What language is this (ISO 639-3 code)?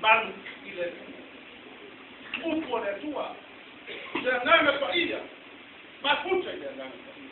smo